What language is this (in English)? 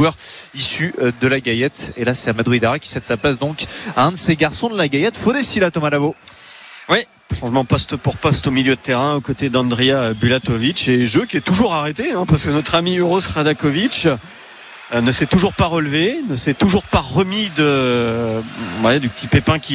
French